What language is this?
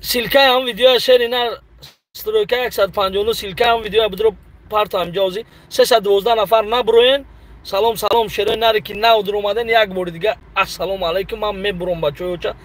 Tajik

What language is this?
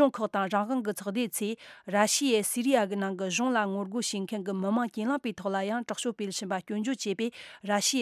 Tibetan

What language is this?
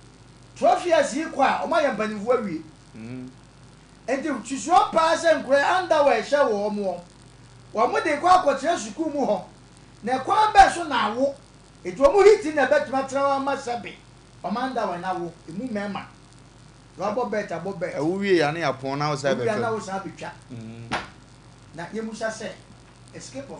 Akan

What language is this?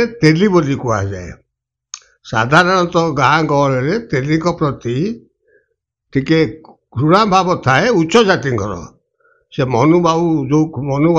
Odia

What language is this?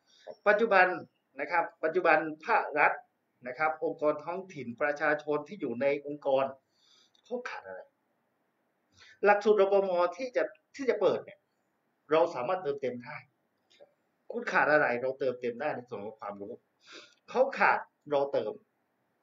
Thai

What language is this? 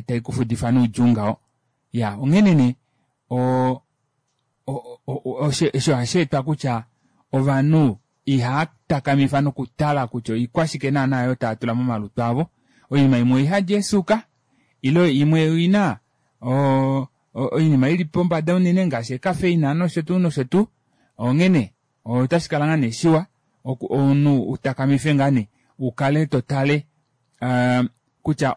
Kuanyama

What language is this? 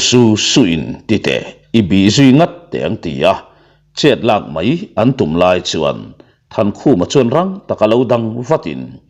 Mizo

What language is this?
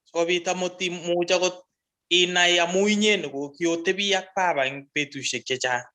Kalenjin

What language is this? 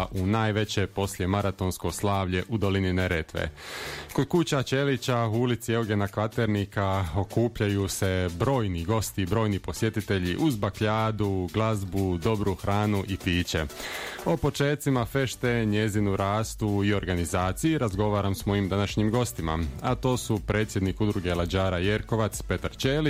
Croatian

